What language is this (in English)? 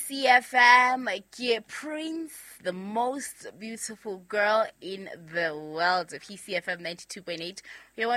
Southern Sotho